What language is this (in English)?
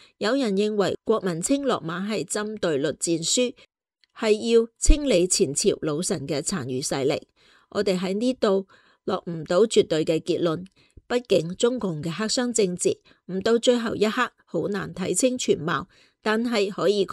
Cantonese